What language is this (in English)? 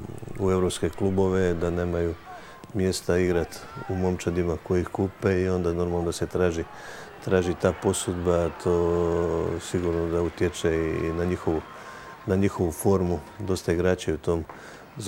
Croatian